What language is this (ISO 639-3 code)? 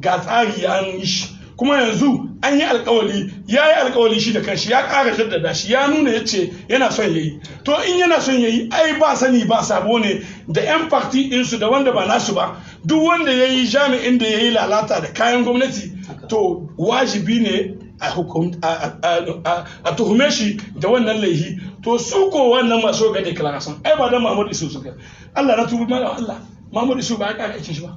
hau